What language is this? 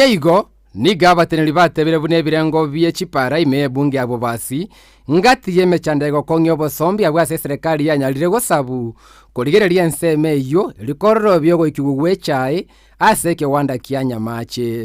Gusii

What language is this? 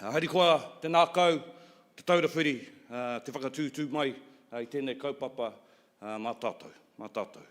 Māori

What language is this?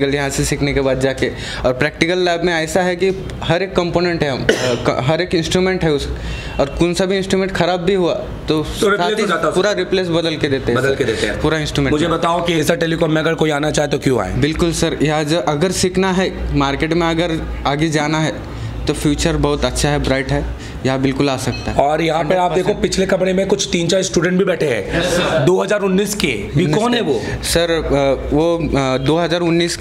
Hindi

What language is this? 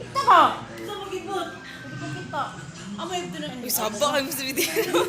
Cebuano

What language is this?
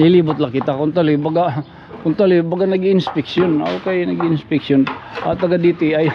Waray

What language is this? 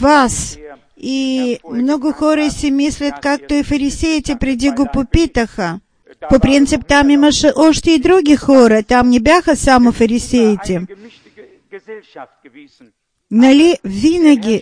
Bulgarian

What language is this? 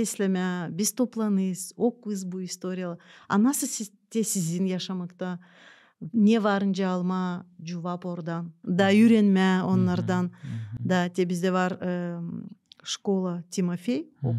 Gagauz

